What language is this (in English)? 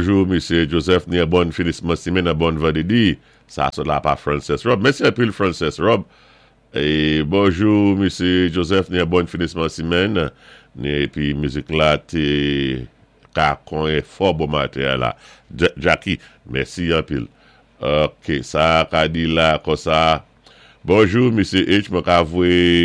Saint Lucian Creole French